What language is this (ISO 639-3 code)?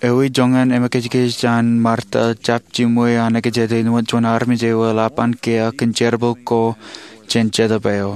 mah